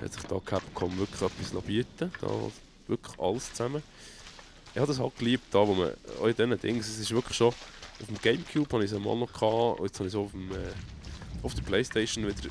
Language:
Swiss German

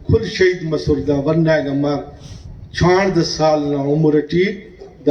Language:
Brahui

